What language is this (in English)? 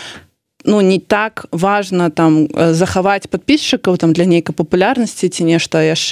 Belarusian